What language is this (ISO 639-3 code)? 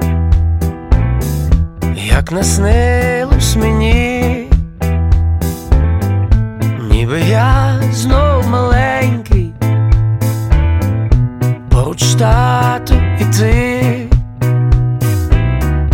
ukr